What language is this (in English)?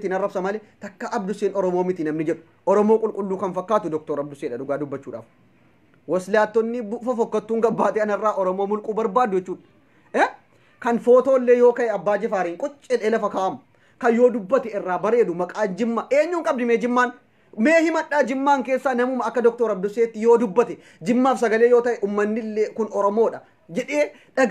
Oromo